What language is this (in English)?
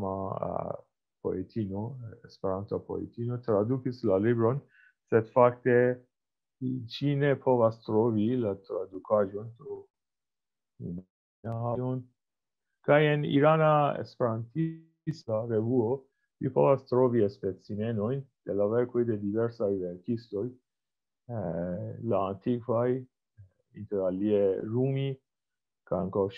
Esperanto